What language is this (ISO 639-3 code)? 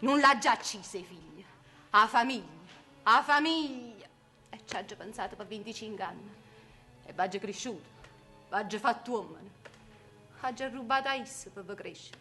nap